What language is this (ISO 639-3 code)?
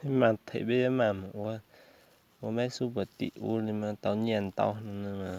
hmn